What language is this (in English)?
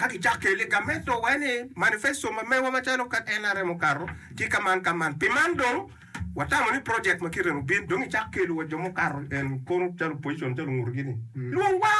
Acoli